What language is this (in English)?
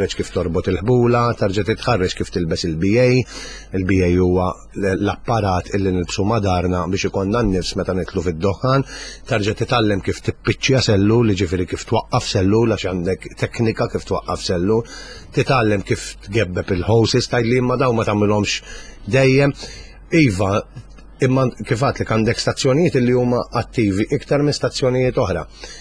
Maltese